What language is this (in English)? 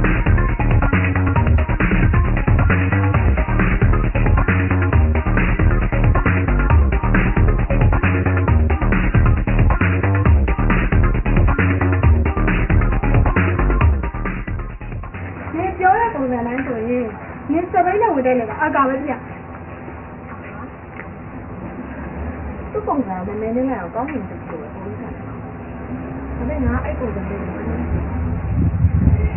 Burmese